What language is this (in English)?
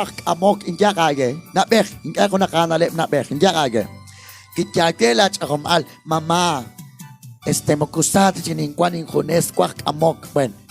Kekchí